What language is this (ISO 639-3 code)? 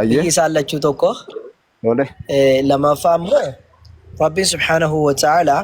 orm